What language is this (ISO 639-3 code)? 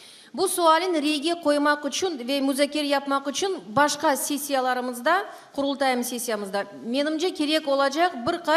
crh